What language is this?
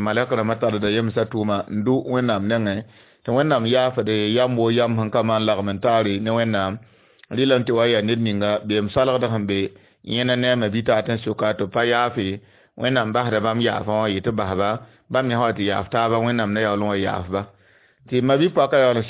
Mossi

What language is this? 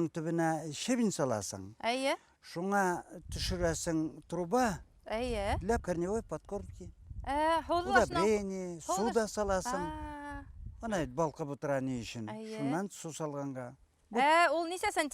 Bashkir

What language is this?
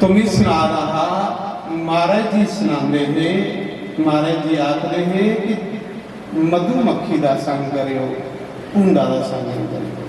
Dogri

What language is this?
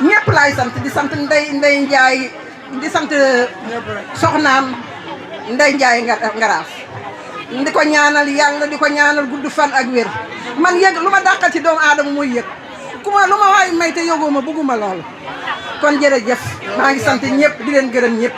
Wolof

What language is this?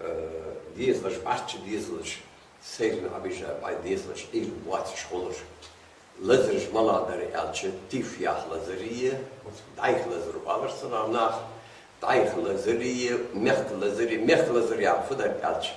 Ingush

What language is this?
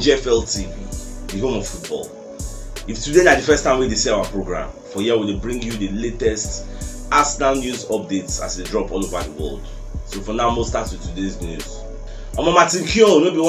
Nigerian Pidgin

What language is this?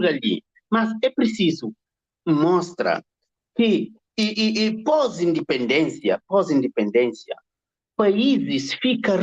Kabuverdianu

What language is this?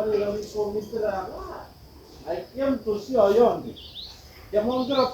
Gusii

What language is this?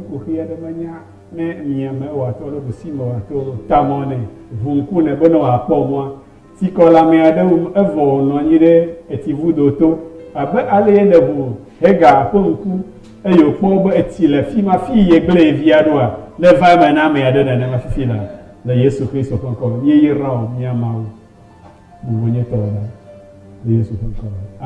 Ewe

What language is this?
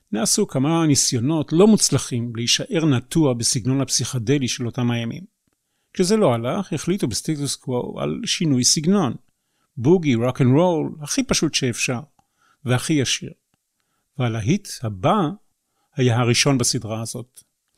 Hebrew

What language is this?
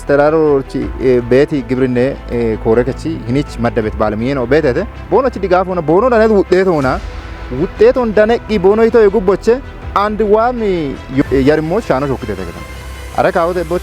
Kafa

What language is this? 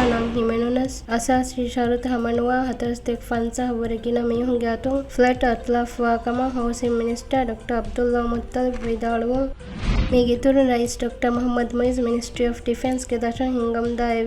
Divehi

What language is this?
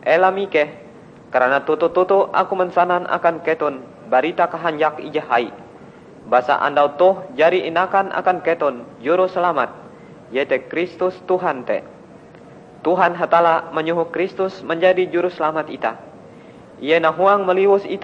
Ngaju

